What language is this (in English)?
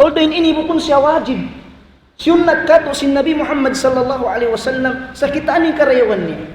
Tausug